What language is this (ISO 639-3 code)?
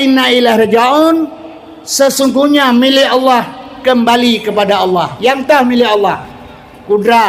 ace